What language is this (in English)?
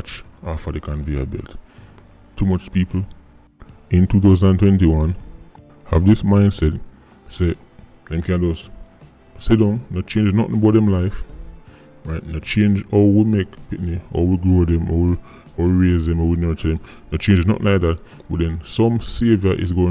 Jamaican Creole English